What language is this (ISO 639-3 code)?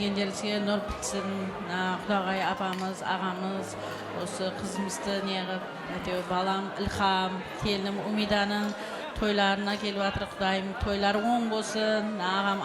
kaa